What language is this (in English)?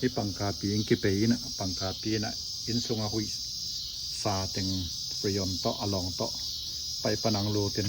Tedim Chin